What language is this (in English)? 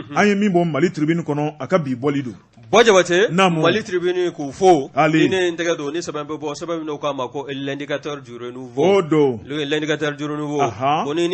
Bambara